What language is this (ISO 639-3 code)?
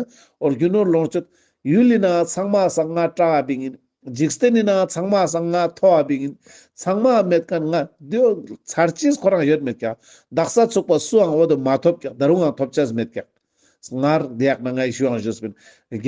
lbj